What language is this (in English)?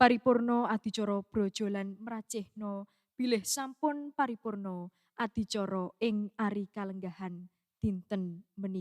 Javanese